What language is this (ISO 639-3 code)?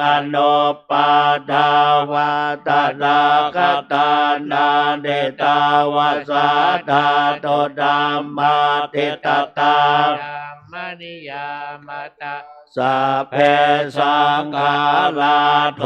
pli